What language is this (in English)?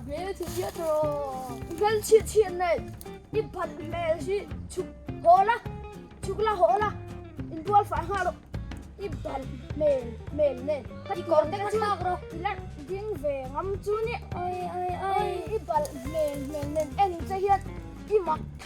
Mizo